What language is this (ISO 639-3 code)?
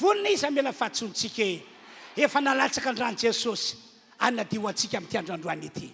mlg